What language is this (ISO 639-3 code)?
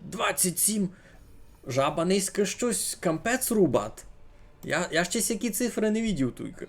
rue